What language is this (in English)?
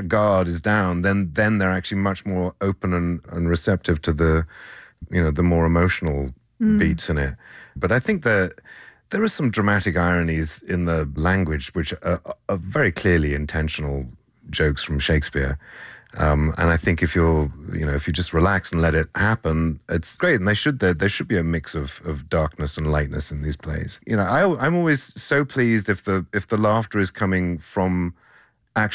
English